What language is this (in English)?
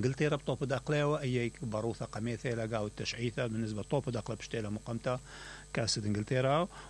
Mesopotamian Arabic